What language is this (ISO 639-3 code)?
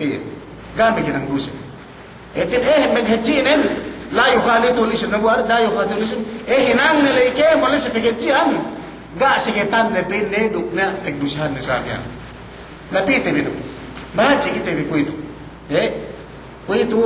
yka